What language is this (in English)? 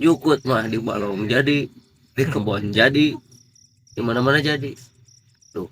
Sundanese